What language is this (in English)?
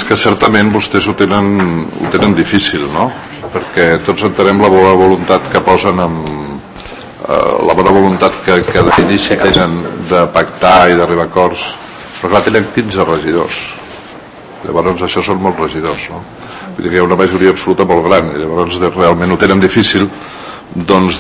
Catalan